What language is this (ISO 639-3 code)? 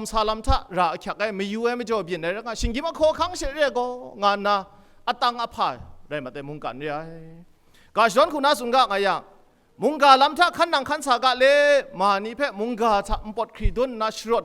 kac